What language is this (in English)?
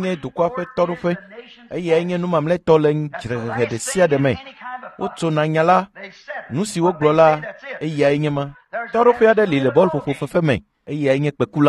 Ewe